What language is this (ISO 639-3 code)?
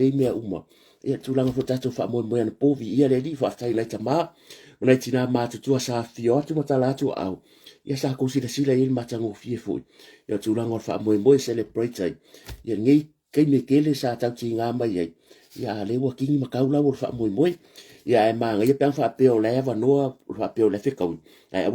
smo